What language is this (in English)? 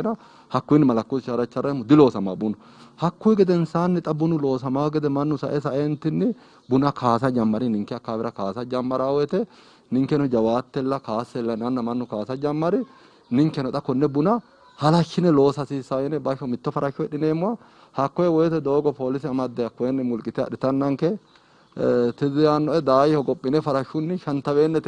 Sidamo